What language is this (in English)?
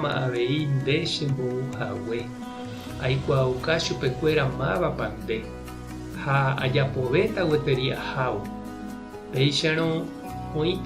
Guarani